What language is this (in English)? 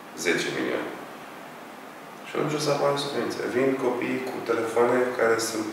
Romanian